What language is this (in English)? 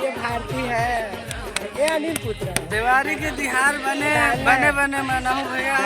Chhattisgarhi